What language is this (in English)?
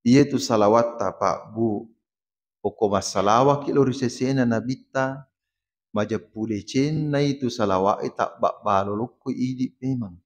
Buginese